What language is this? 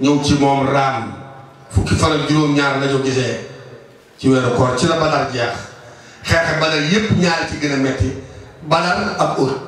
Wolof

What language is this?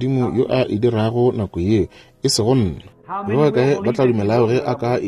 Northern Sotho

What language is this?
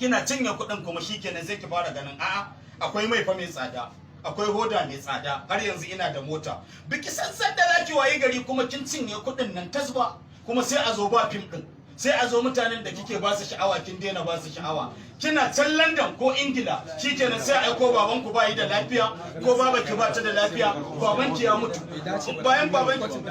Hausa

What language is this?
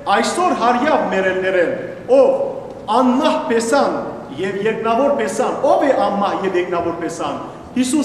Western Armenian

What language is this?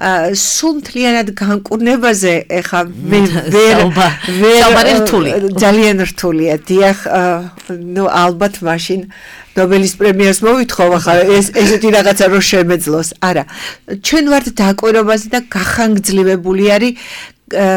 Georgian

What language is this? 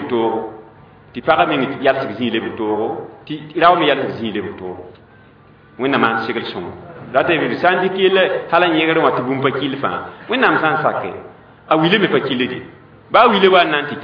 Mossi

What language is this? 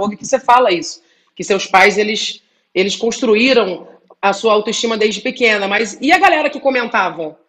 Portuguese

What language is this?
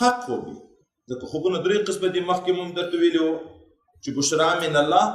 Pashto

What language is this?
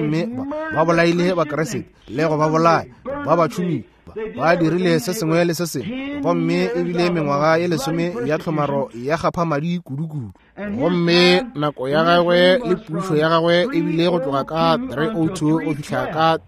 Northern Sotho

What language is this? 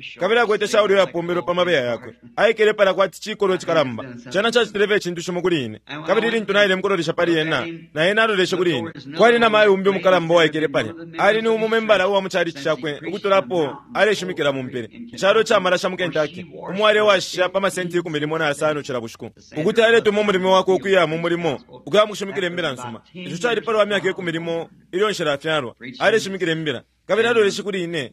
Bemba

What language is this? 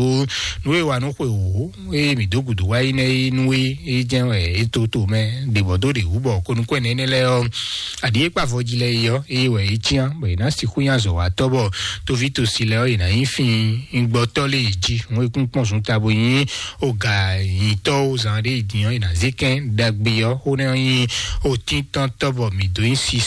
Fon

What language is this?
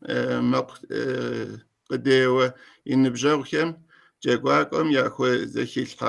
Kabardian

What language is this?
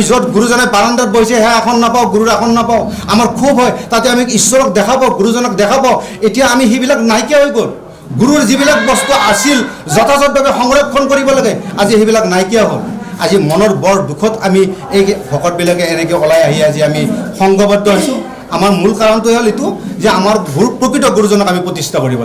Assamese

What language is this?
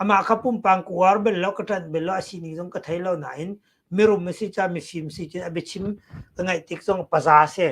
Hakha Chin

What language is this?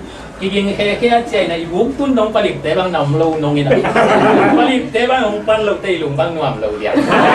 Tedim Chin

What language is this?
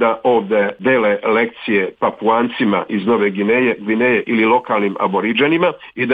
Serbian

